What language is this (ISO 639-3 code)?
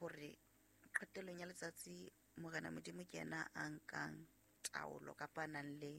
sot